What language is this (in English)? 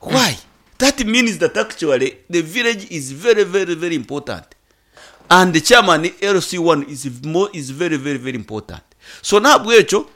Nyankole